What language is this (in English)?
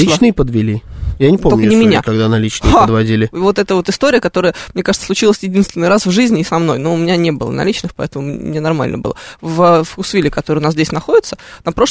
Russian